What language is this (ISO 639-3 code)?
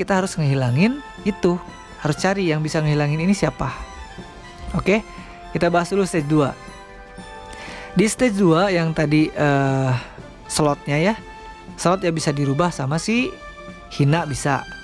ind